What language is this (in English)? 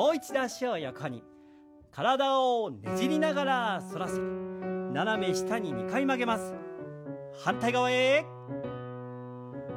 Japanese